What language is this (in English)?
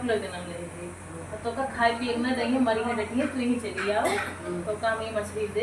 Awadhi